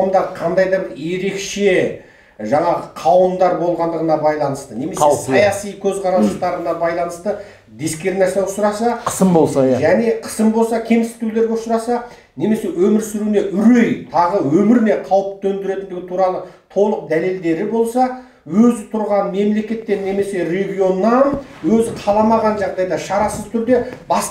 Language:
Kazakh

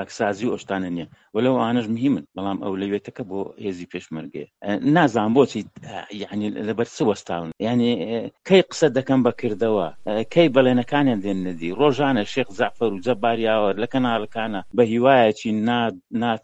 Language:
Central Kurdish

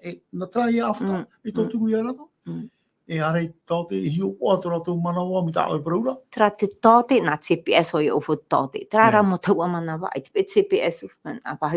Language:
Tahitian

